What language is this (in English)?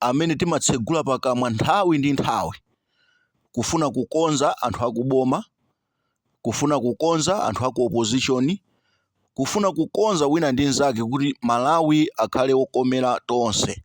Nyanja